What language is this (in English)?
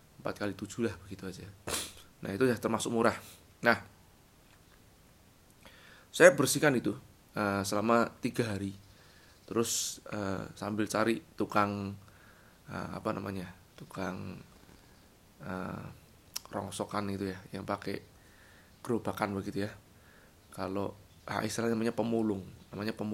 Indonesian